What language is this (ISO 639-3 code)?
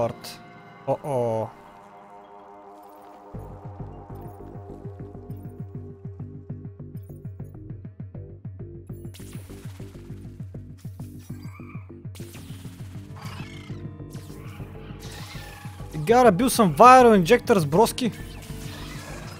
bul